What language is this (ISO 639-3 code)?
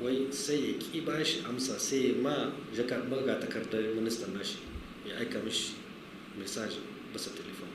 hau